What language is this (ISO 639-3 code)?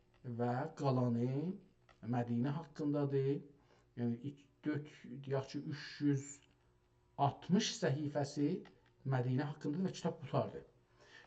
azb